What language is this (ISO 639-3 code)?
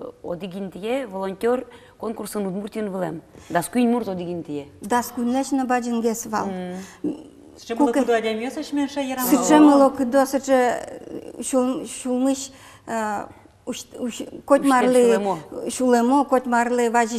udm